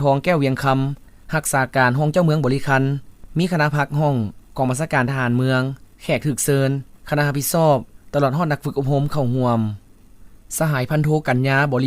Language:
Lao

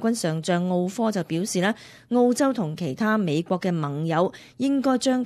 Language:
Cantonese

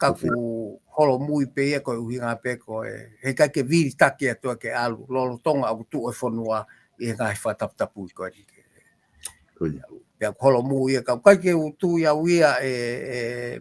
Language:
Tongan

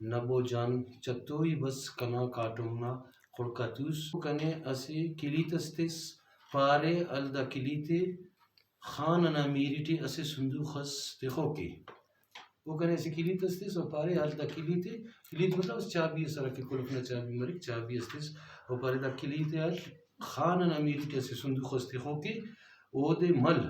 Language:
Brahui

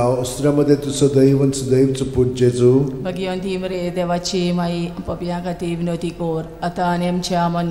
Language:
Konkani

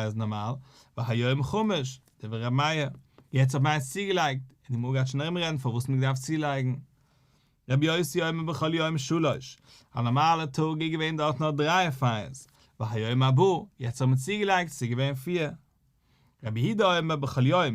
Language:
Yiddish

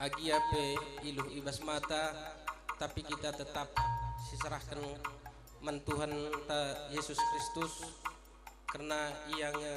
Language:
Batak Karo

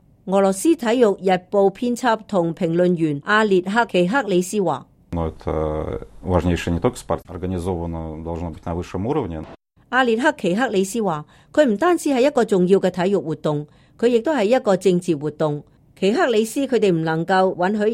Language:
Cantonese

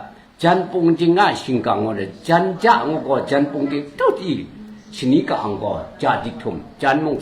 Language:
Kachin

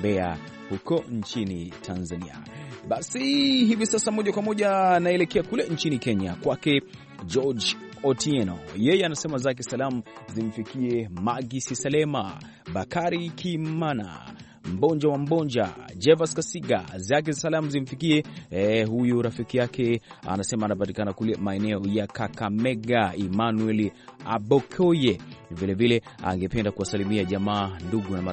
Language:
Swahili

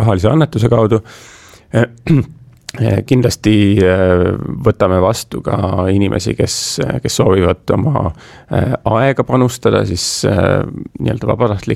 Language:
Estonian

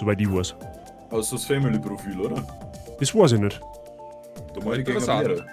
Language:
Bavarian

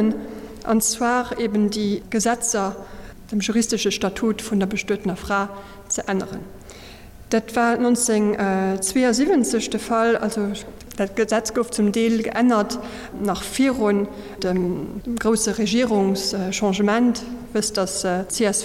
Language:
Luxembourgish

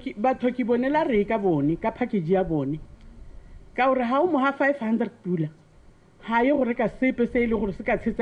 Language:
Tswana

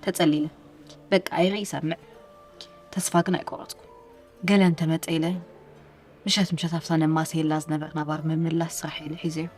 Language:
Tigrinya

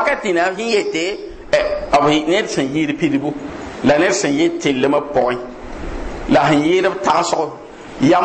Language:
Mossi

